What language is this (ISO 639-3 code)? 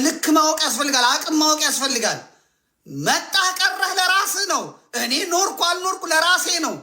amh